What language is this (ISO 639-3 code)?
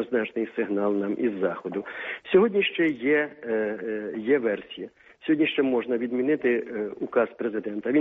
ukr